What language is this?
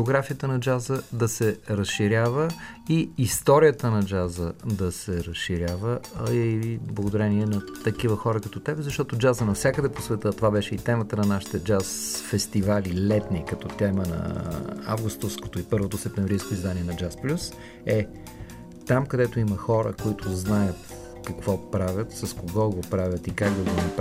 Bulgarian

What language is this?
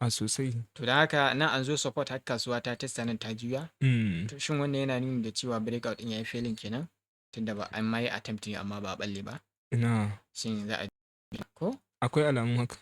Hausa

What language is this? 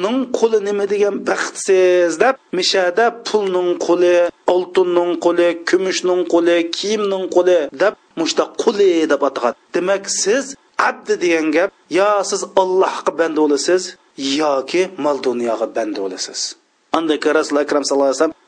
Uyghur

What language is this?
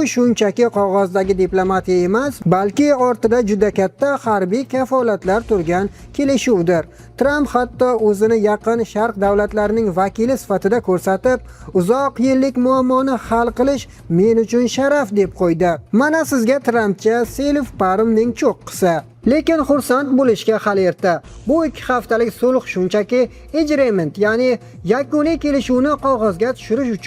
Uzbek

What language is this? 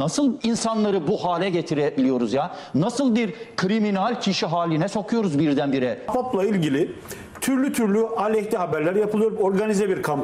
Turkish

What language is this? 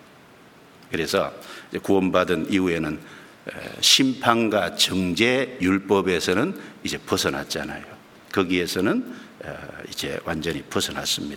Korean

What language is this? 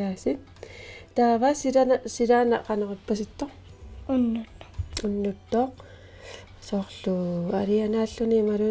Kalaallisut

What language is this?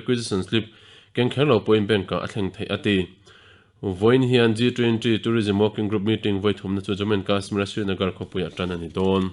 Mizo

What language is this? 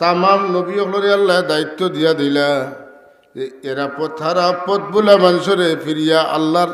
Sylheti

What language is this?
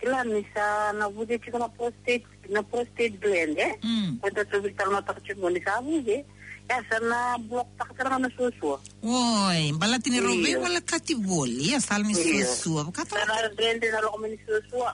Fijian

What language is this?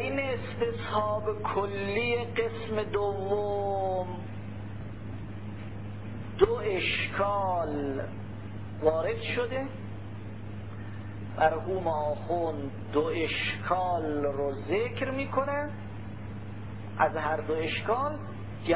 Persian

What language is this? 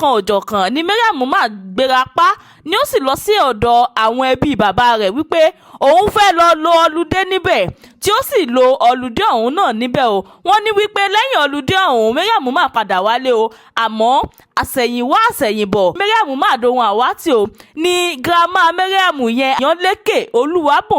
Yoruba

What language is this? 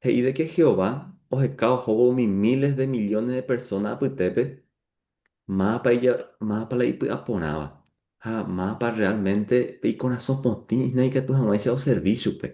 Guarani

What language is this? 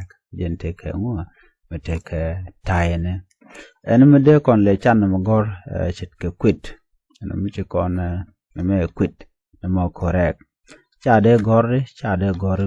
Nuer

